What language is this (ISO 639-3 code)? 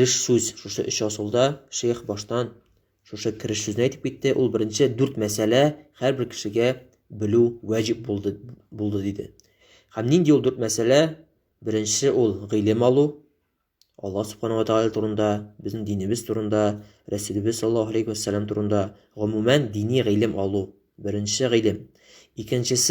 tat